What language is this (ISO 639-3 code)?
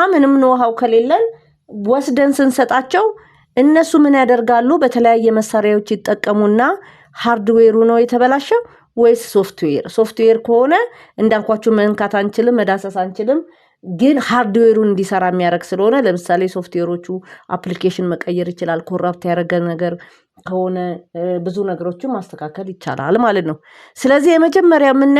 amh